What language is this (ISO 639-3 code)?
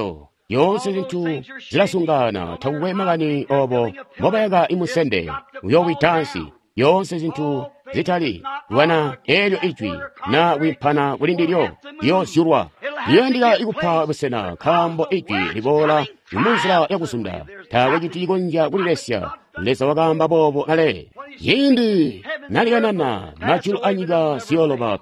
toi